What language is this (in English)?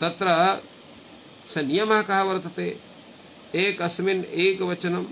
Sanskrit